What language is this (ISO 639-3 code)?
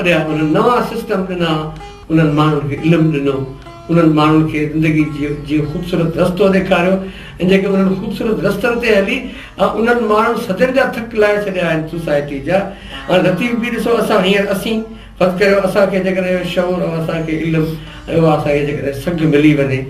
snd